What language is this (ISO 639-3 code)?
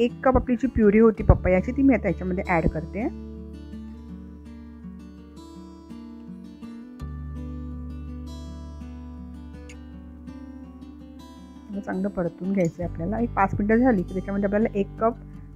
mar